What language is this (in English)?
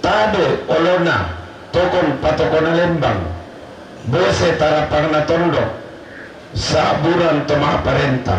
Toraja-Sa'dan